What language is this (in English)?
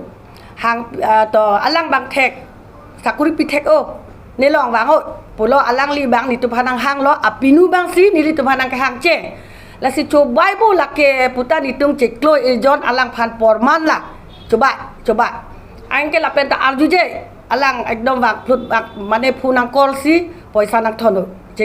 Karbi